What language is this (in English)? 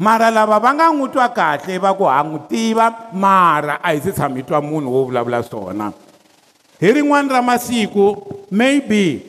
Tsonga